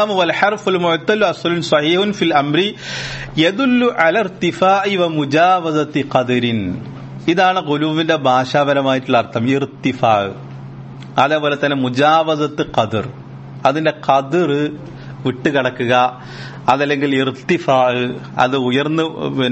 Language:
Malayalam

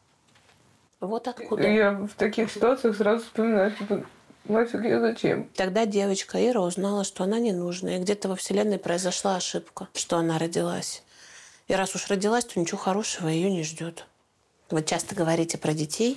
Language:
Russian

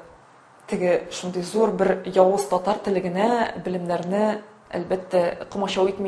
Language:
Tatar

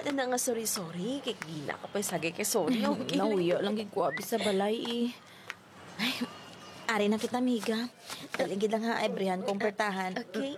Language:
Hiligaynon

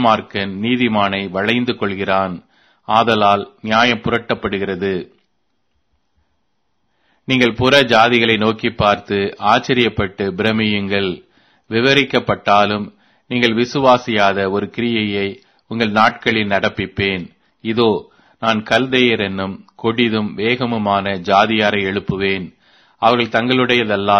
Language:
Tamil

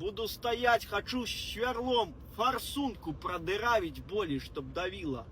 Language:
Belarusian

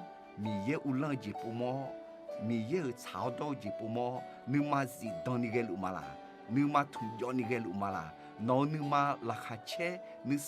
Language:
Akha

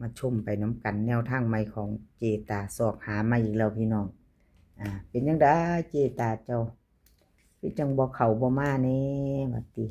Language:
Northeastern Thai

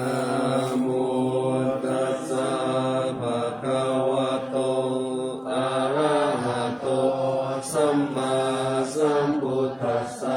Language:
Pali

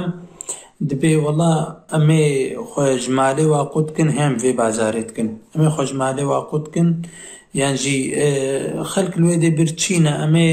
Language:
Kurdish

